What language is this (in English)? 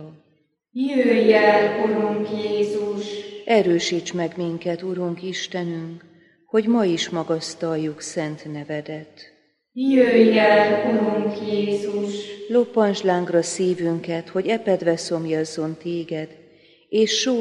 Hungarian